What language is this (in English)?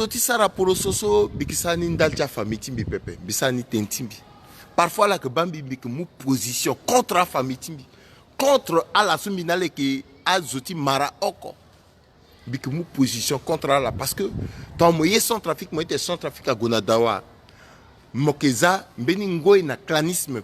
Sango